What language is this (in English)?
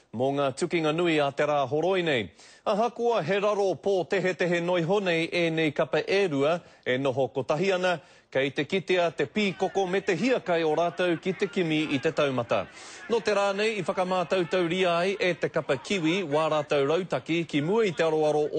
Māori